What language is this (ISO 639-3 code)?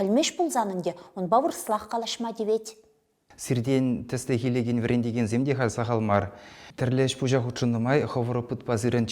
chv